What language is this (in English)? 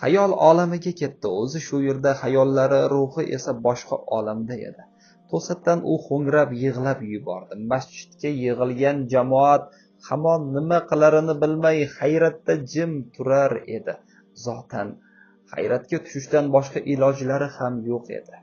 Uzbek